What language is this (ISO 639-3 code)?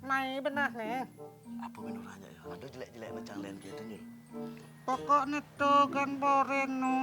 ban